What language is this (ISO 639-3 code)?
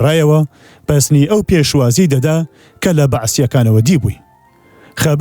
ckb